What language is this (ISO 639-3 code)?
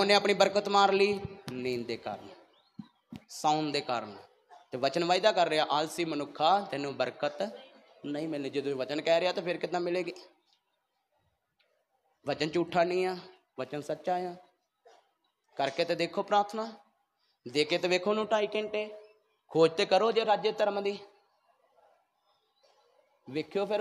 pan